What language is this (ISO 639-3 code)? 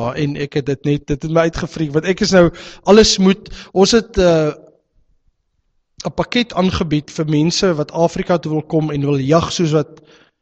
afr